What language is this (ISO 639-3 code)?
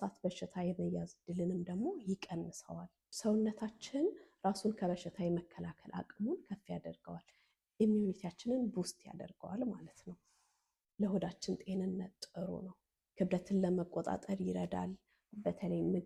amh